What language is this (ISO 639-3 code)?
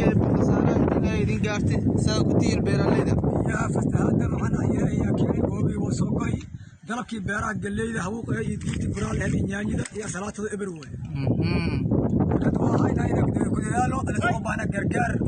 som